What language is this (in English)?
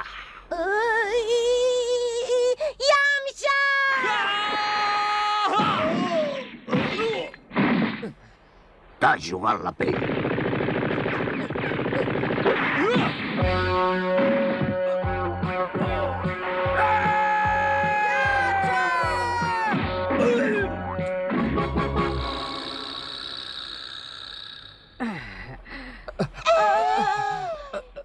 Catalan